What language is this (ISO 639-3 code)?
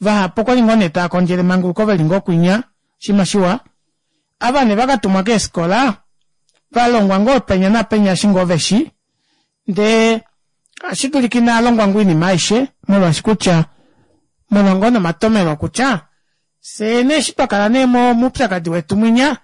kua